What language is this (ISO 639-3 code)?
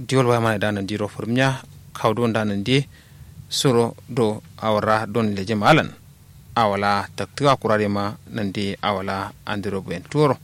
kau